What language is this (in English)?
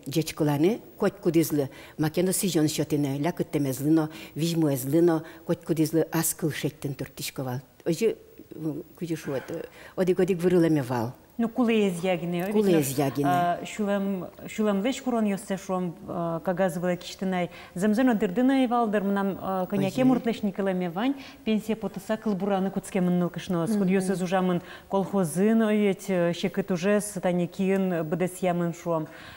Udmurt